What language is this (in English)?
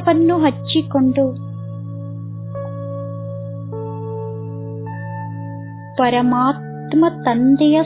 Kannada